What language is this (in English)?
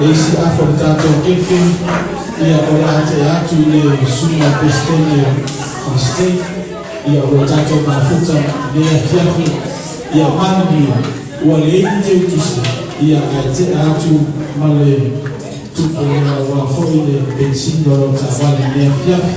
Samoan